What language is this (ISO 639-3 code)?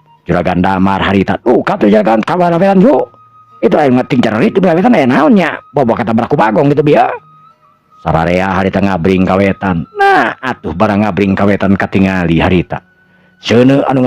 sun